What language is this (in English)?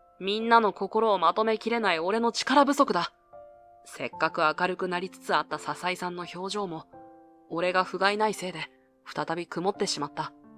Japanese